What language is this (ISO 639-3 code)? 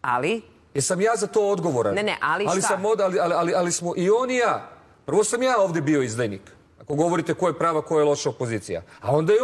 srp